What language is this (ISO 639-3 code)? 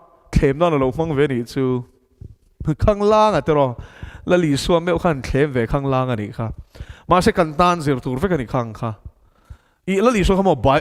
lus